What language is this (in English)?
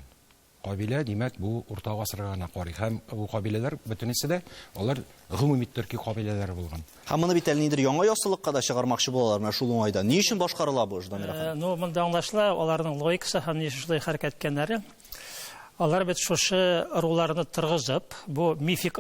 Tatar